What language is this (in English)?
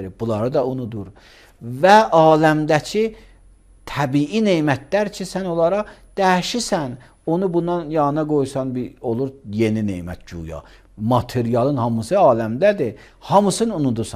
Azerbaijani